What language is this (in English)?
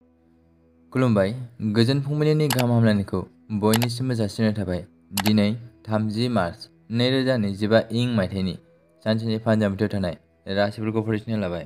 Bodo